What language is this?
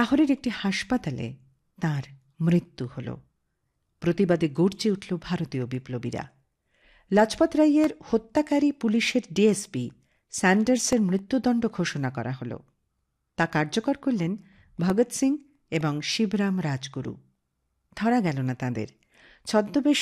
Bangla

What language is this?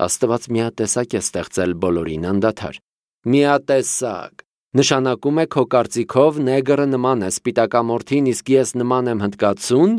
Armenian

